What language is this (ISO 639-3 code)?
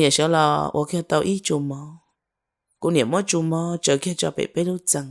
hmn